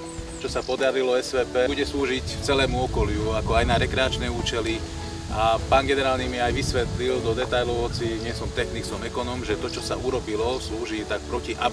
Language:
Slovak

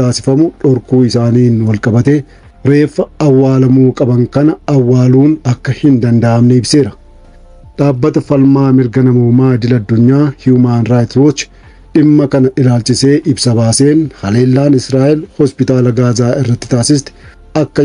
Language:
Oromo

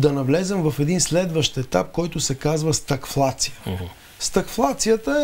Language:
Bulgarian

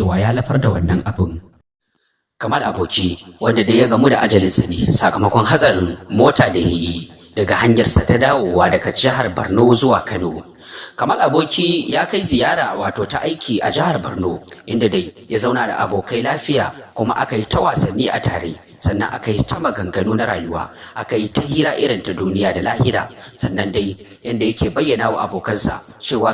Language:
Hausa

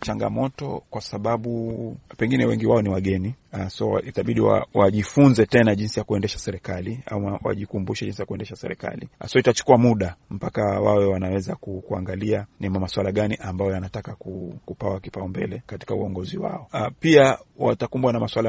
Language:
Swahili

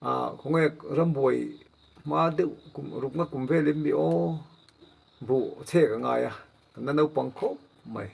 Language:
Mizo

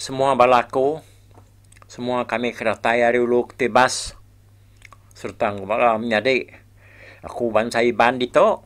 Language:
Iban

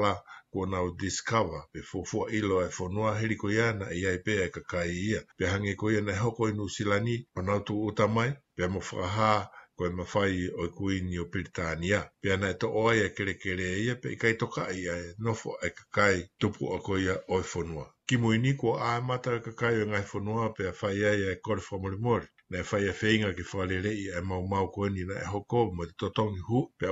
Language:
Tongan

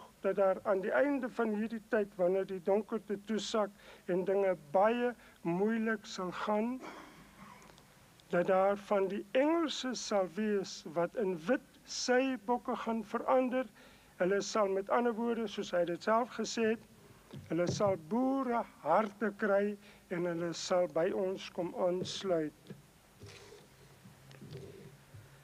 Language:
Afrikaans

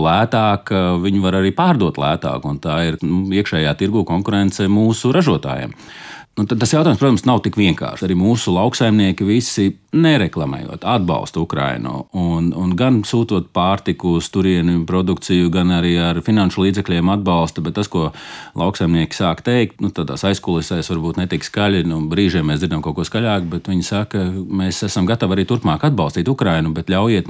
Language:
Latvian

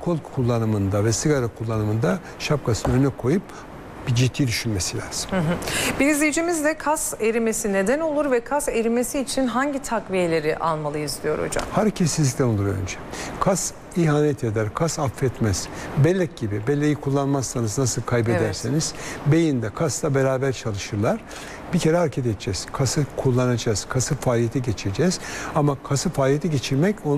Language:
Turkish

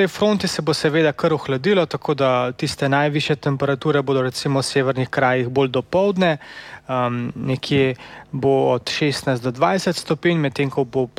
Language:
Slovenian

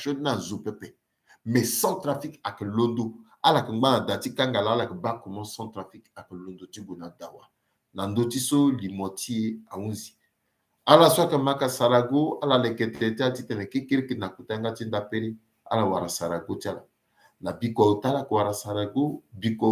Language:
Sango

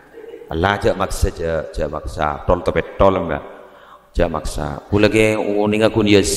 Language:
Madurese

